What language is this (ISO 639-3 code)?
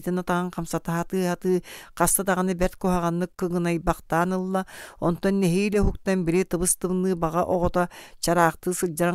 sah